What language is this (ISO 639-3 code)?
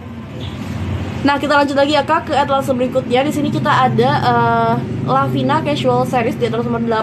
ind